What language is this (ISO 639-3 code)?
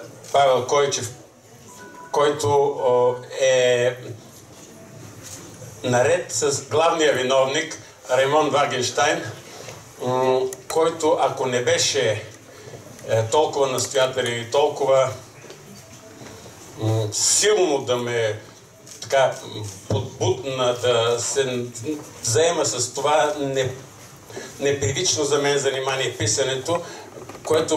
bul